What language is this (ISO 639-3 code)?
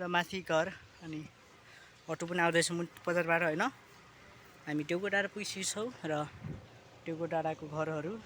nep